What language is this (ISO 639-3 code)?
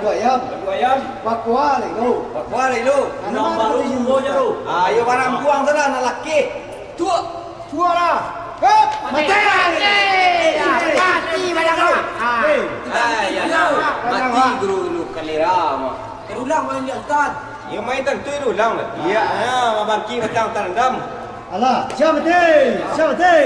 min